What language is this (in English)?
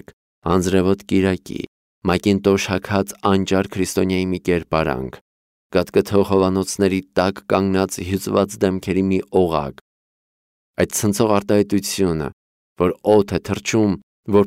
Armenian